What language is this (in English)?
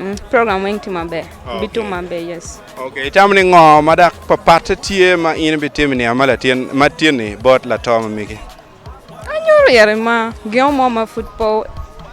Acoli